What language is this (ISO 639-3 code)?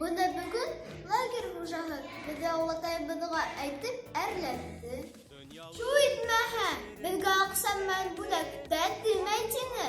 bak